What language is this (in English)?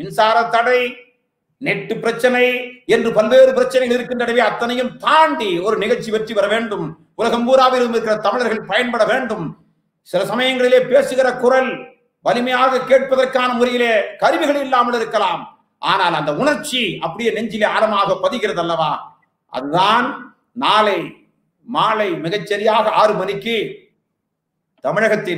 Tamil